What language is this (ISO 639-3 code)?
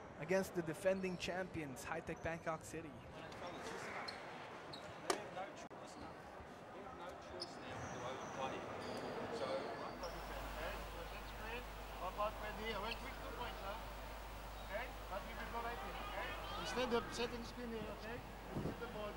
eng